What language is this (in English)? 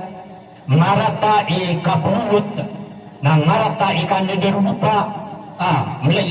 Maranao